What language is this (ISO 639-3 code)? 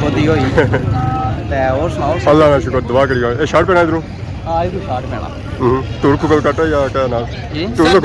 phr